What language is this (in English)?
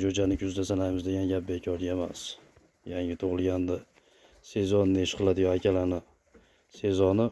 Uzbek